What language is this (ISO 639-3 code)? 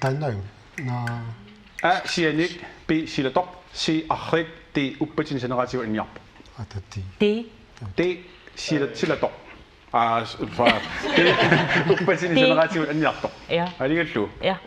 kal